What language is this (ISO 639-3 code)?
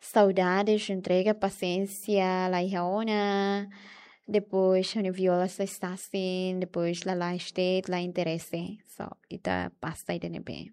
tet